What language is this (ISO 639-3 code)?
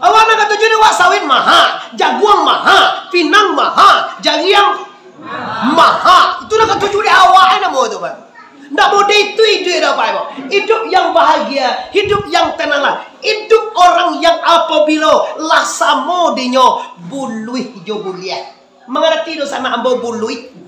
min